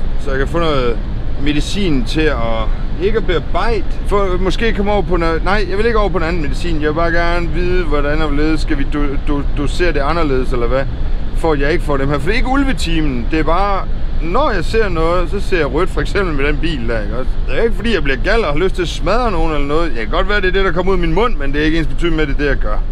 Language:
Danish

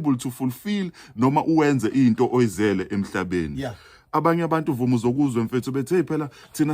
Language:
Zulu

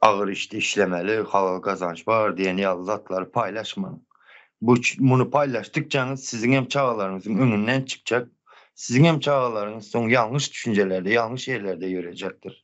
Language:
Turkmen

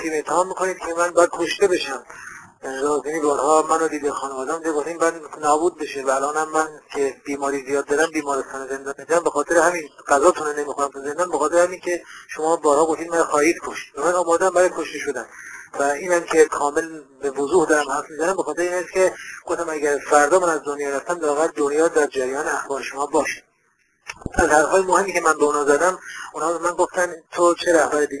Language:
Persian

